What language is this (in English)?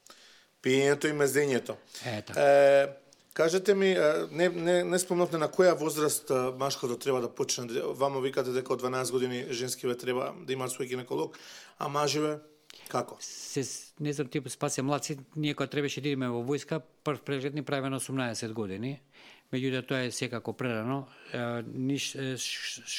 Macedonian